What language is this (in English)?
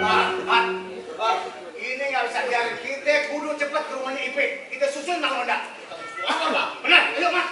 Betawi